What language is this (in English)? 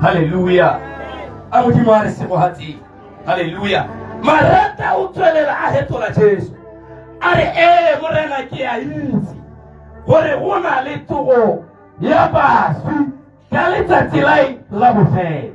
Tswana